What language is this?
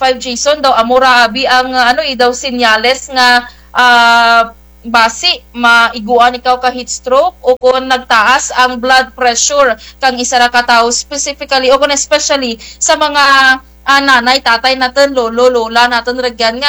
Kinaray-a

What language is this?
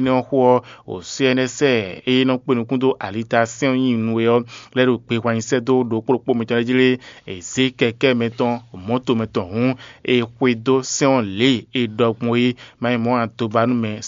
Fon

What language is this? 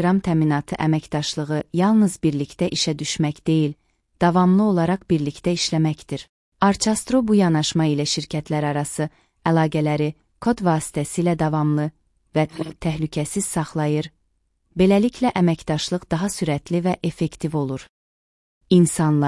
Azerbaijani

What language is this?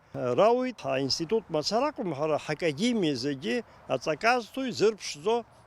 Abkhazian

